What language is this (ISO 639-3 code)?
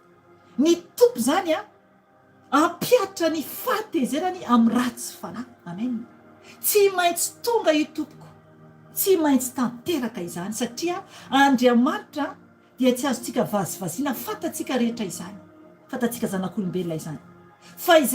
mlg